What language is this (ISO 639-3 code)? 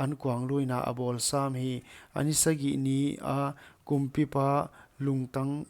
pck